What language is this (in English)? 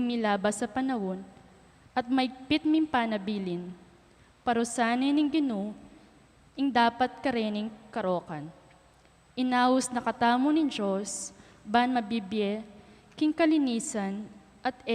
Pampanga